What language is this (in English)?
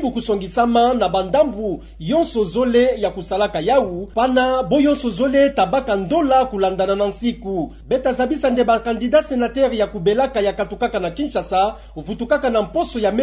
Kituba (Democratic Republic of Congo)